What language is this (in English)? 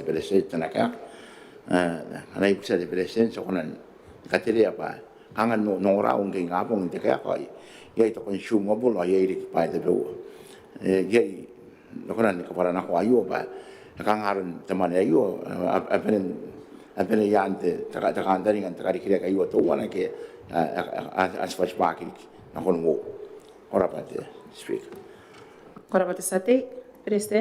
Gilbertese